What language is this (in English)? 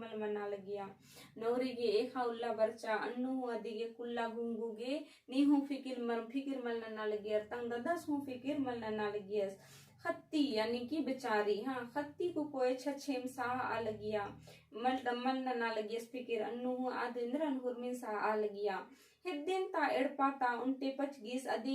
Kurukh